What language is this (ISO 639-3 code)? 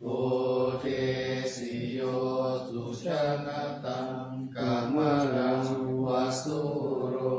pli